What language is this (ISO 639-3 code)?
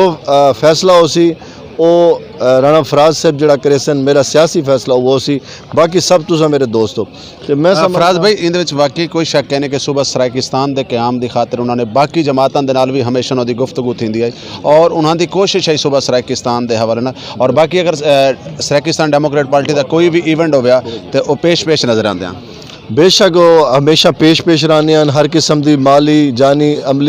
skr